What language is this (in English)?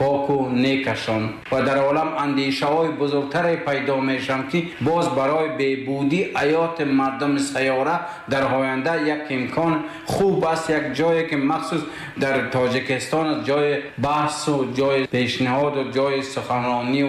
Tajik